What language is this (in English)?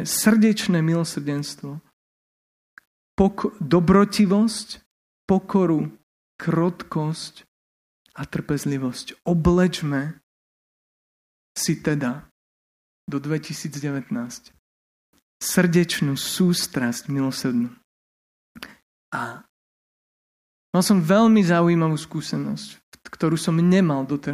Slovak